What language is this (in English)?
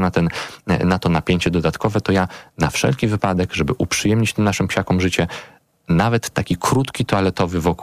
Polish